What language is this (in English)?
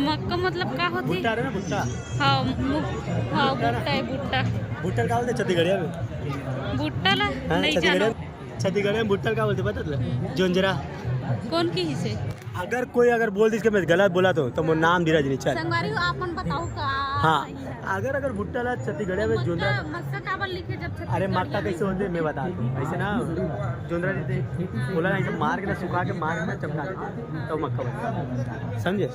Chhattisgarhi